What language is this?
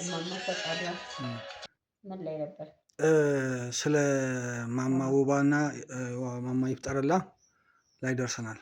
Amharic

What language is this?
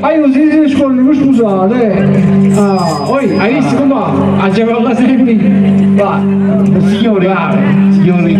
Neapolitan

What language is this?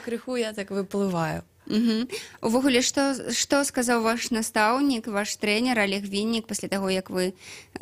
Belarusian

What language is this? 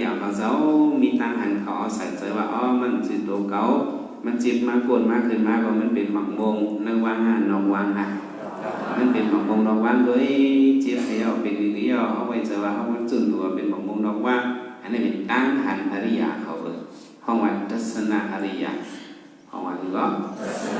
Shan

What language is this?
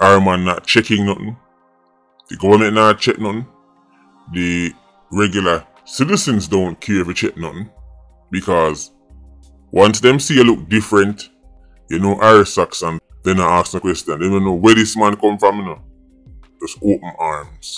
Jamaican Creole English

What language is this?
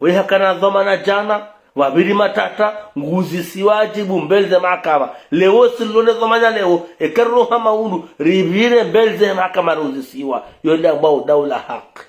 Ngazidja Comorian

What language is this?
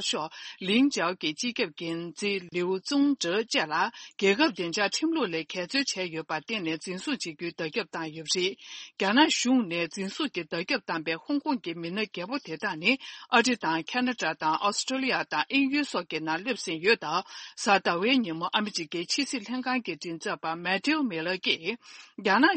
Tibetan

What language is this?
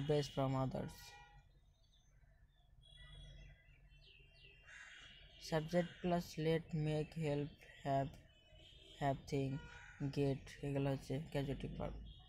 Bangla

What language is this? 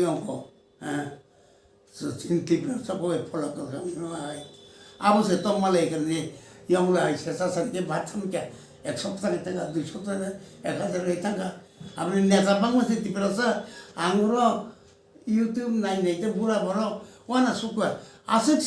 Kok Borok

